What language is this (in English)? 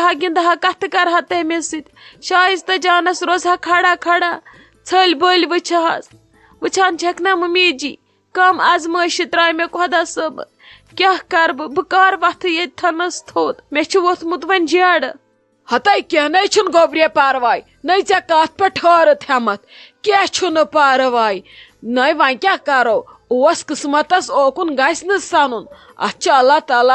Kashmiri